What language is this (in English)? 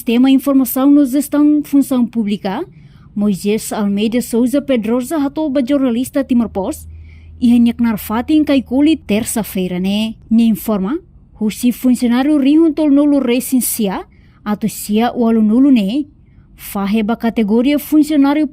Tetum